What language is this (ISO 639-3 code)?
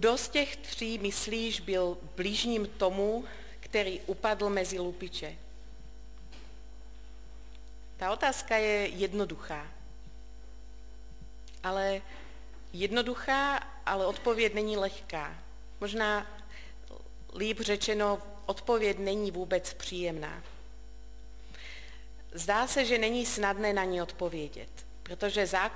ces